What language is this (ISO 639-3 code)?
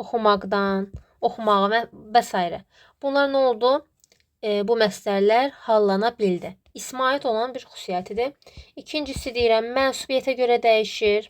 aze